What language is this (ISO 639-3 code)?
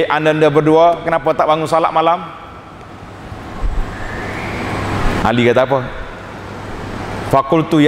msa